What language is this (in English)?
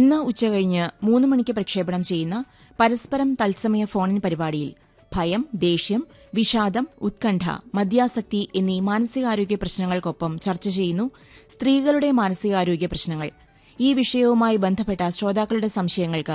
Malayalam